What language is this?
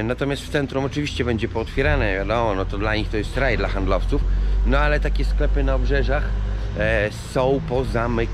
Polish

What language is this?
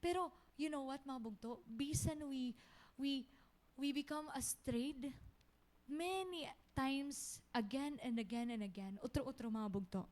Waray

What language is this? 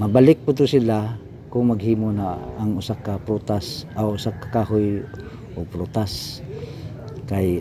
Cebuano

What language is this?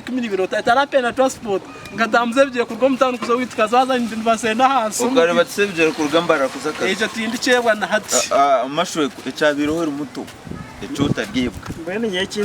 Nyankole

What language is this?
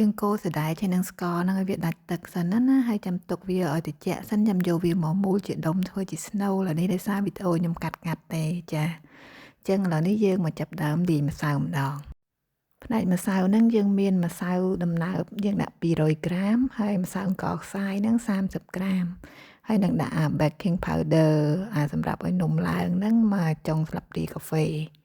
Khmer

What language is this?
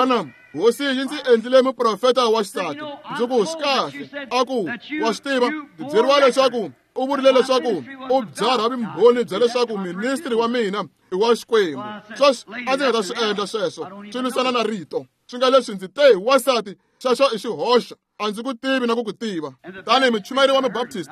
Tsonga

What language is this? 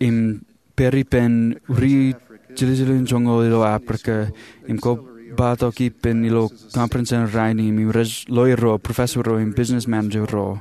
Marshallese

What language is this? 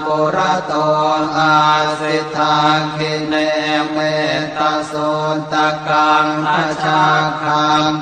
Pali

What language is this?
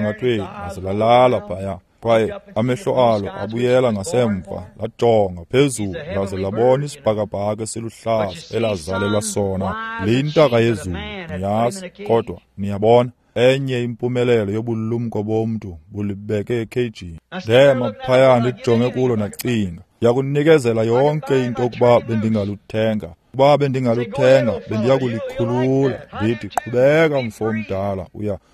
Xhosa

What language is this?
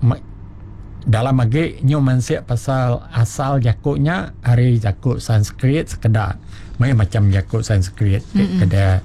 Iban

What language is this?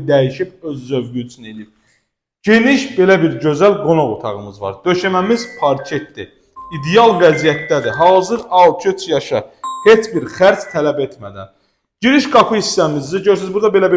Azerbaijani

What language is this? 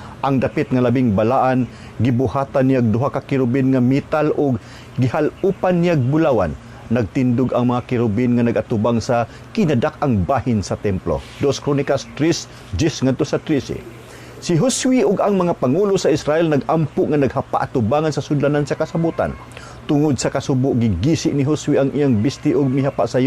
Cebuano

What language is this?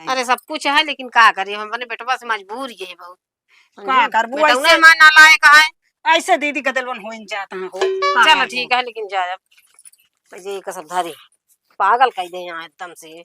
Awadhi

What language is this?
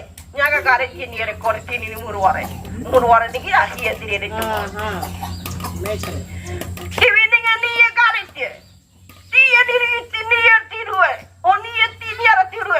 Ngäbere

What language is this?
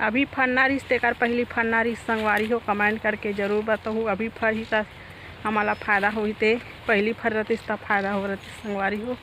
Chhattisgarhi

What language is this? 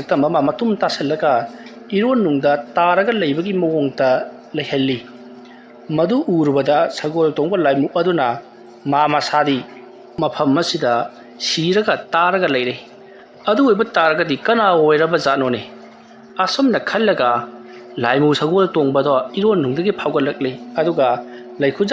Manipuri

